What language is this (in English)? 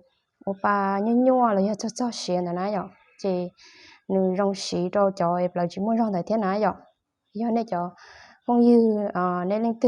Hmong